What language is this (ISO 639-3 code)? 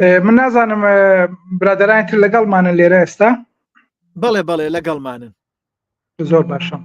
ckb